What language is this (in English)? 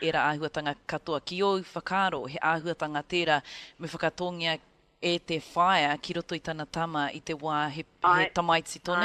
Māori